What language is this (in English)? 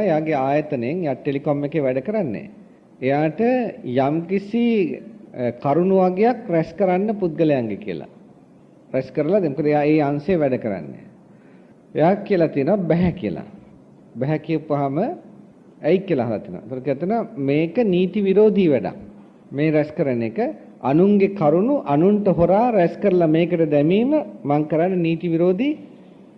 Sinhala